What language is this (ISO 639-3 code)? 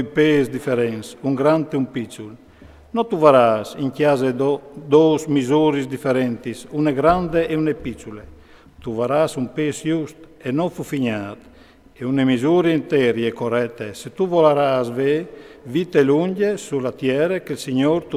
fur